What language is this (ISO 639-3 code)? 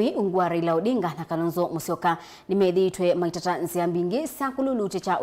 kam